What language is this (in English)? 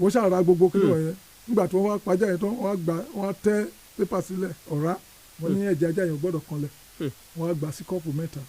Yoruba